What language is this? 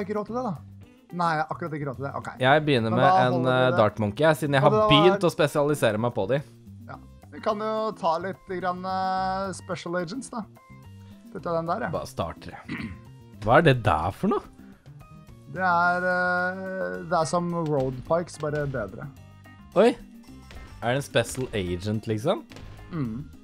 Norwegian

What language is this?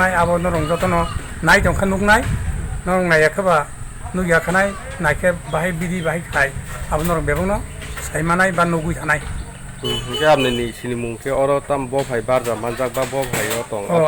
Kok Borok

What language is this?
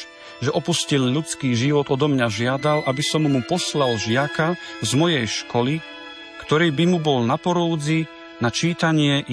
Slovak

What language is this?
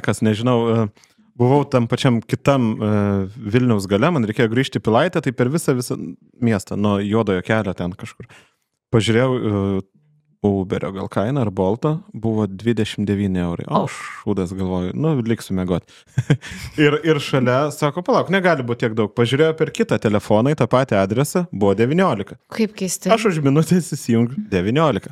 Lithuanian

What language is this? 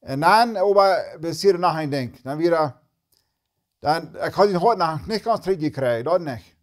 Plautdietsch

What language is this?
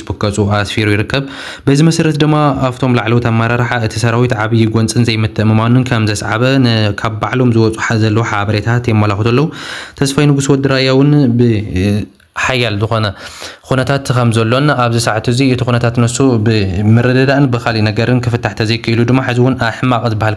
Tigrinya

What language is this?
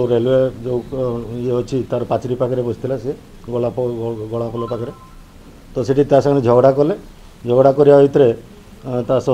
Odia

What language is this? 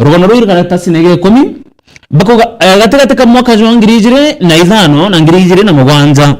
Meru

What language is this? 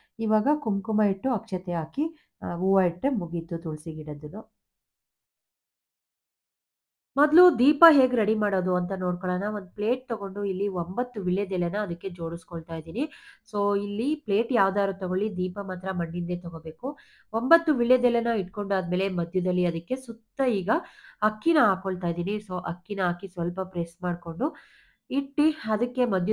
Kannada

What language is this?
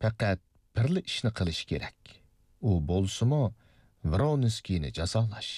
Uyghur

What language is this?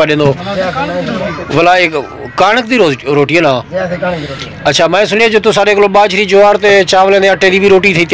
Saraiki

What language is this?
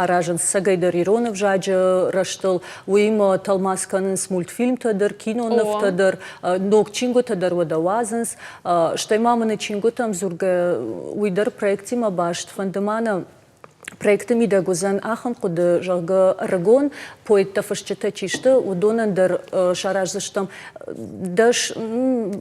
Ossetic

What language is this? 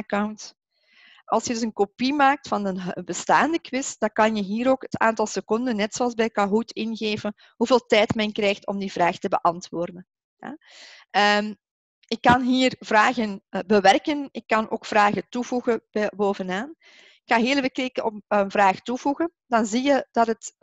Dutch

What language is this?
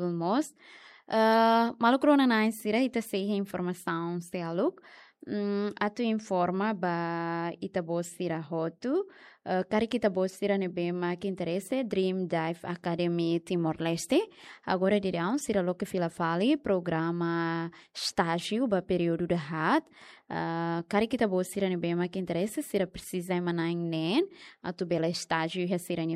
Tetum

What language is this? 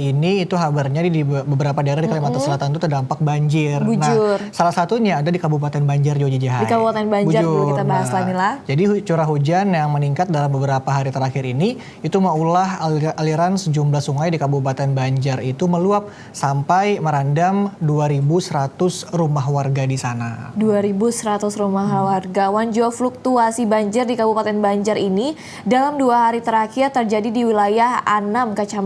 Banjar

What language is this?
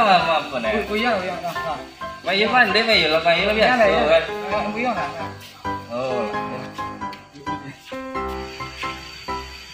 Minangkabau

